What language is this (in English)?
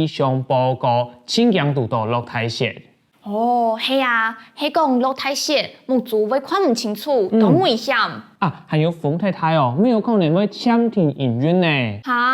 Hakka Chinese